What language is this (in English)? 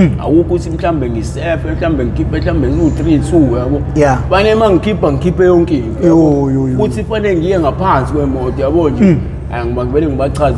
Zulu